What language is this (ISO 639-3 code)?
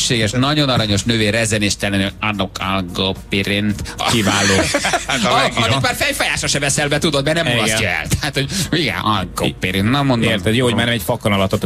hun